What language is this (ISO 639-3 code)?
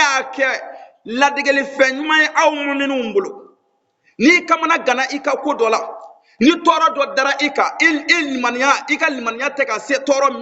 bam